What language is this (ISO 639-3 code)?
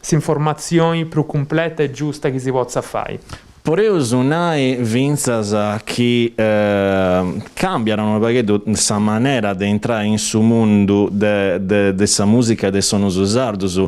srd